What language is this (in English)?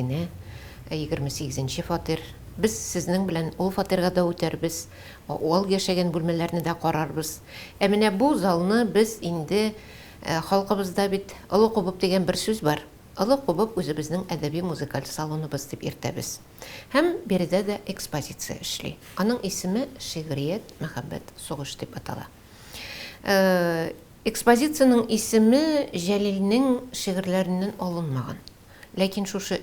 Tatar